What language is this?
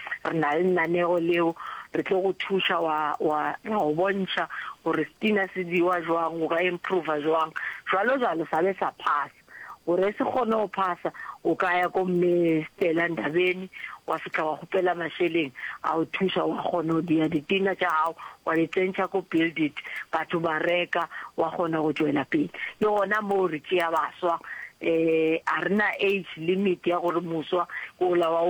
Northern Sotho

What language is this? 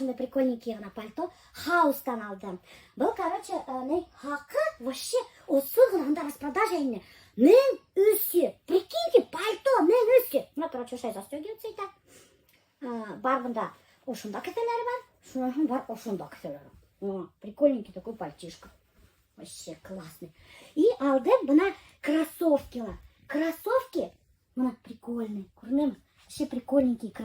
Bashkir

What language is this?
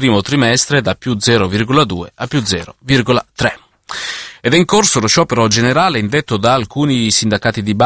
Italian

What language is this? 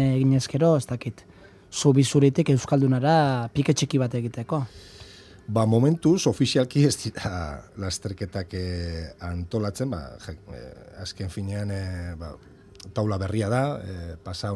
Basque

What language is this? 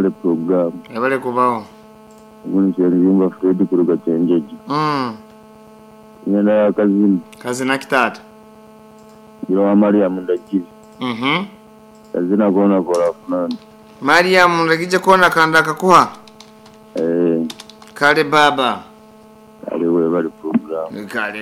Kinyarwanda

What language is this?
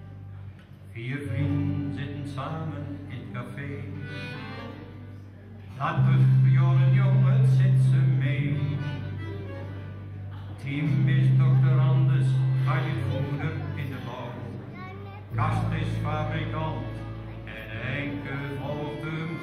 Dutch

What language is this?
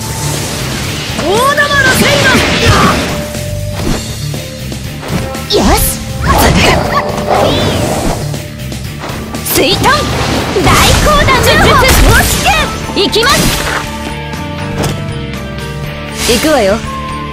Japanese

